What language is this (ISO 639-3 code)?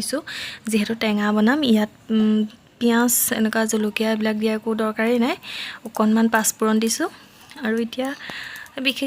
asm